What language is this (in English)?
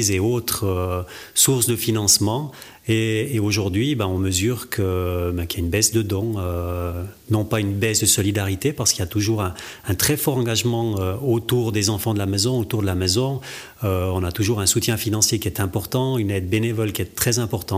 French